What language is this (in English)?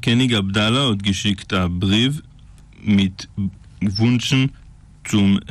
Yiddish